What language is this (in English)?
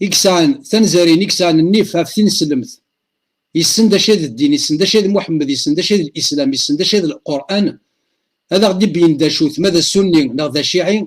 Kabyle